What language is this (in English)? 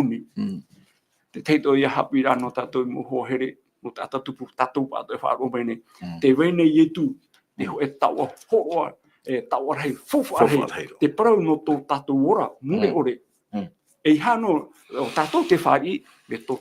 Tahitian